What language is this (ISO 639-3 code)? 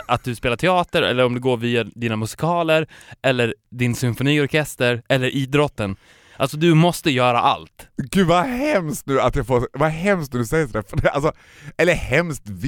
swe